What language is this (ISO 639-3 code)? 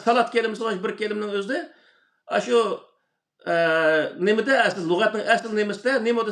uig